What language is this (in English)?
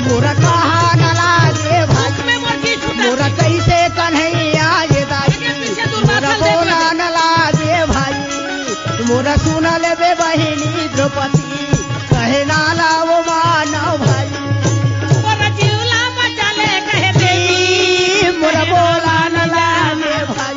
Chhattisgarhi